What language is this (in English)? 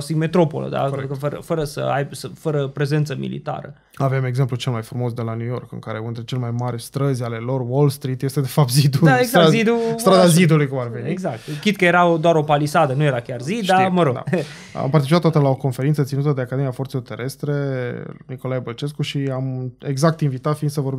Romanian